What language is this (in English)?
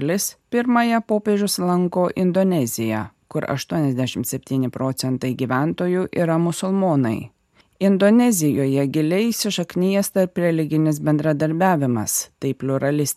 Lithuanian